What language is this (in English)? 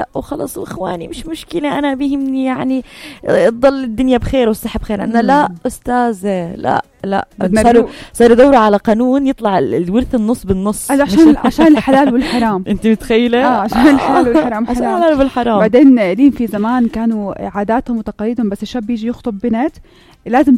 North Levantine Arabic